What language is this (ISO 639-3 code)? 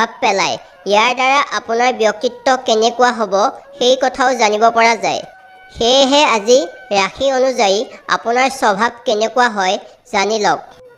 asm